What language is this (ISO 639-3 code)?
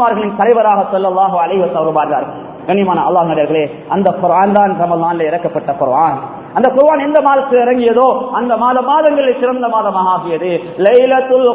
tam